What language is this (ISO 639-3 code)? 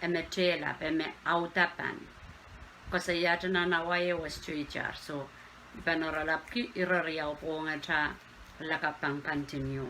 pon